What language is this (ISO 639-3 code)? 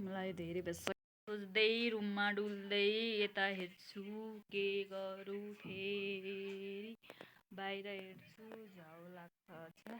nep